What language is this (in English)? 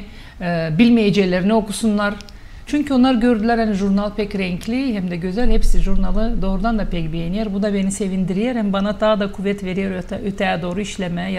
Gagauz